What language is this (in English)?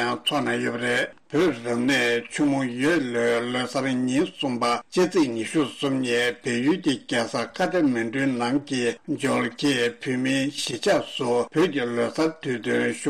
Tibetan